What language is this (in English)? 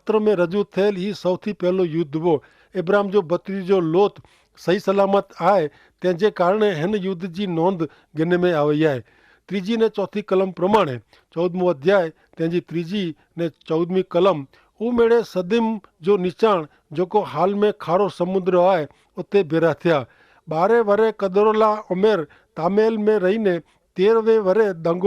Kachhi